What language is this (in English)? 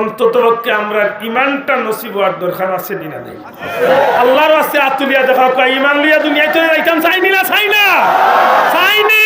Sylheti